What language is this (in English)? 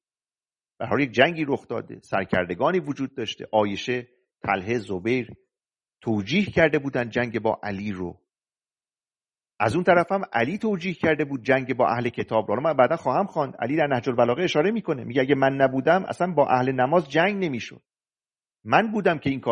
Persian